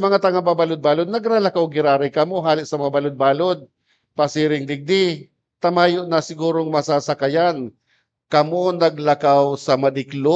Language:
Bikol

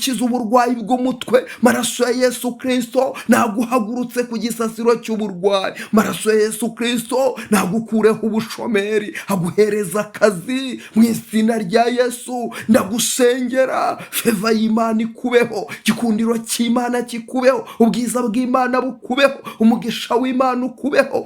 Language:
Kinyarwanda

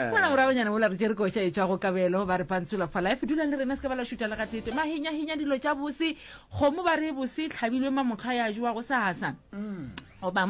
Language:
Northern Sotho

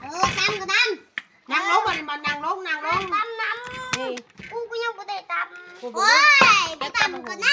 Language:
Lao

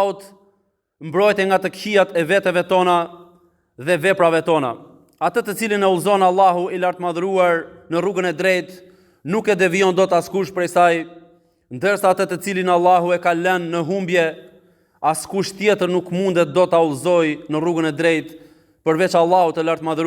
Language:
Albanian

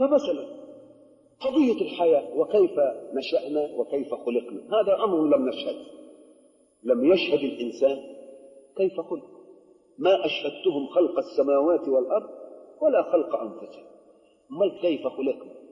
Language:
Arabic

